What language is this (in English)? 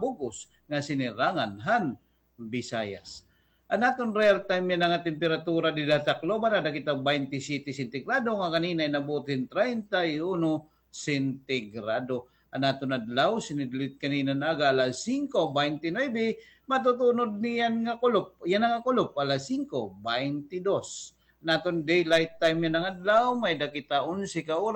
Waray